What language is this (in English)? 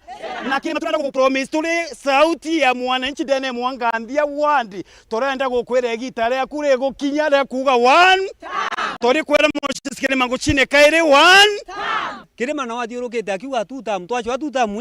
Meru